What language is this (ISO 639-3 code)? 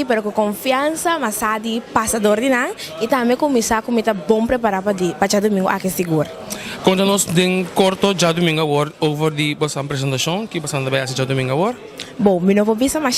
pap